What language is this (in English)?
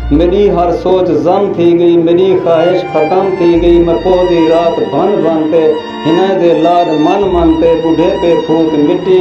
Saraiki